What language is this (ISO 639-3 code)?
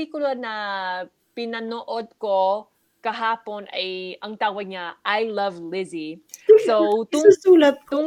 fil